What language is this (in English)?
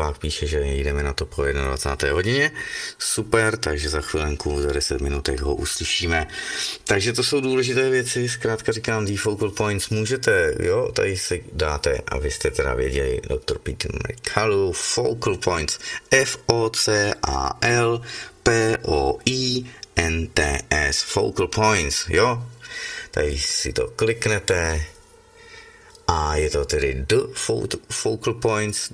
Czech